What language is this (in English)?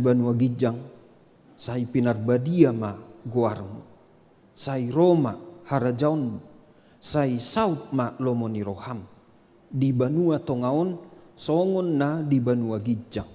Batak Toba